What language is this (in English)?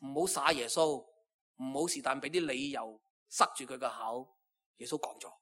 Cantonese